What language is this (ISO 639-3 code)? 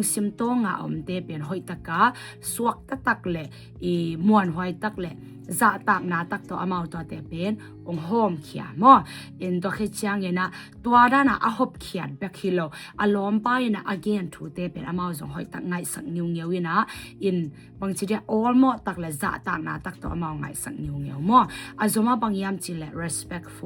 ctd